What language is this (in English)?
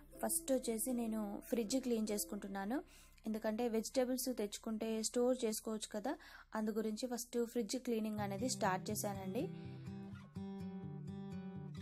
Telugu